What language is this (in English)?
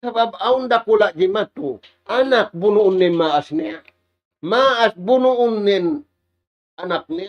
Tausug